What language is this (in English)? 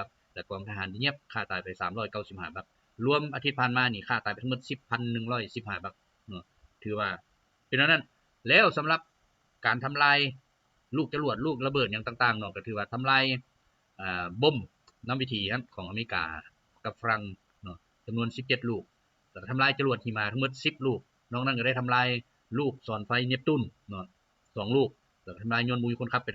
Lao